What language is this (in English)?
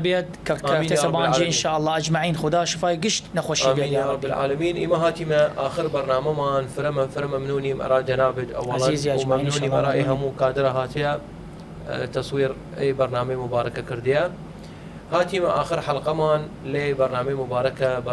Southern Kurdish